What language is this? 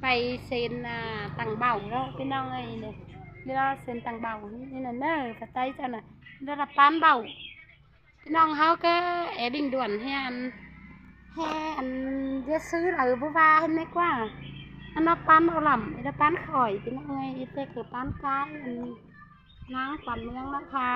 Lao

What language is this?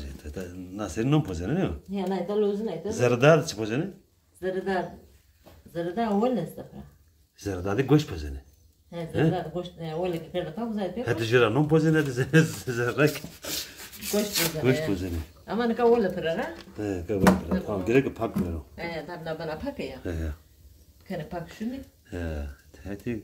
Zaza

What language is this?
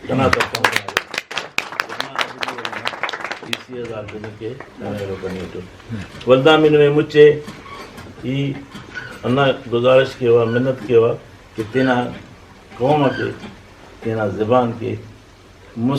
Brahui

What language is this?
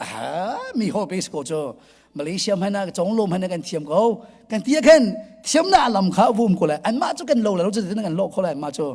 Hakha Chin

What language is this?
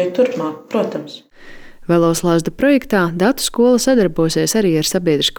Latvian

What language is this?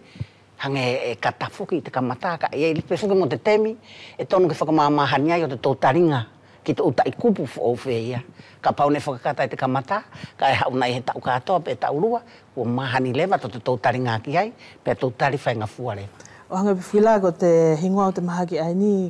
Wallisian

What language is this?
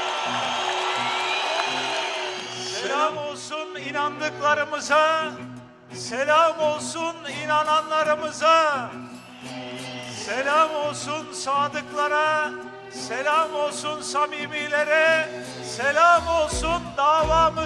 Turkish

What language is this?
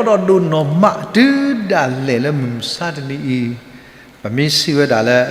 S'gaw Karen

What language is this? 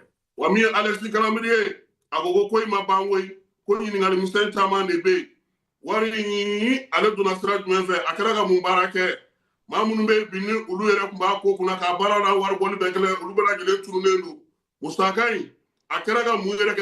Bambara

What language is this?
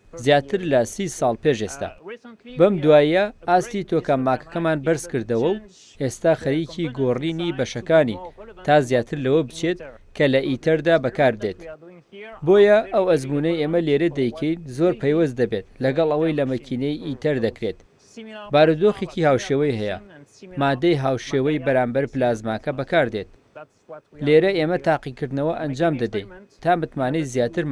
Central Kurdish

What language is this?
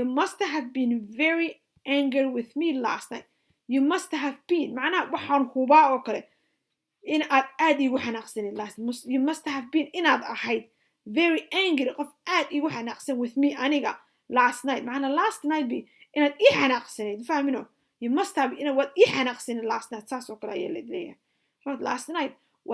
Somali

